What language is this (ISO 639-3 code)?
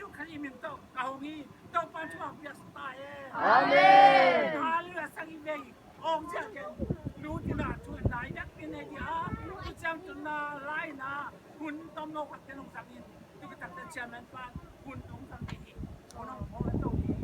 ctd